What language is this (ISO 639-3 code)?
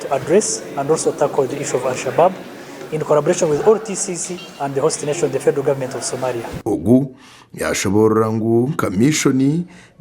nyn